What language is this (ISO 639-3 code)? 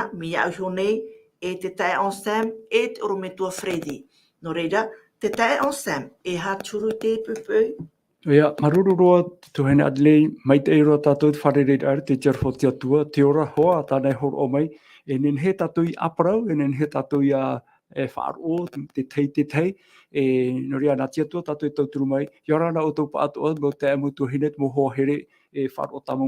tah